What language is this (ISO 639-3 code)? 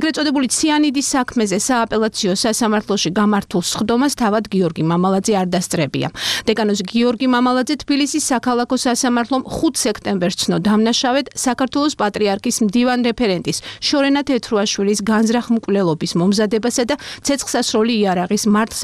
kat